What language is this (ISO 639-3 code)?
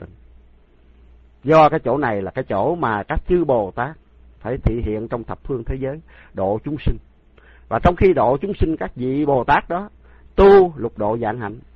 vie